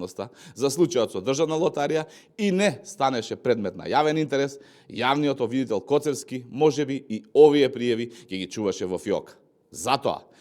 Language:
Macedonian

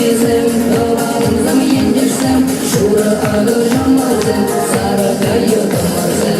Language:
Chuvash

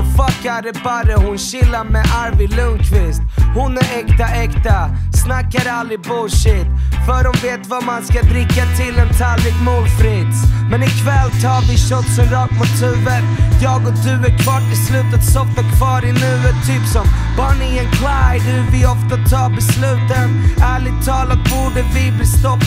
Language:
Swedish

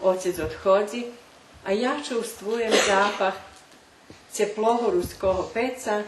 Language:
Rusyn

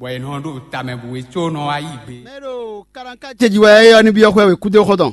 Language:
Fon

